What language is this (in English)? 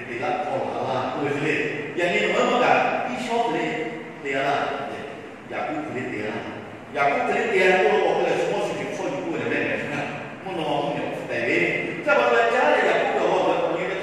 Lahu